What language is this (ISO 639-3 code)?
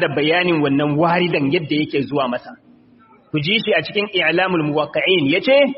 hau